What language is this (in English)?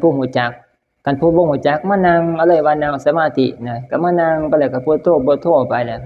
Northeastern Thai